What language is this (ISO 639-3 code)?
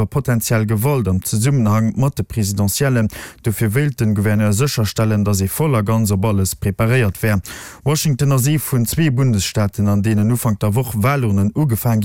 ltz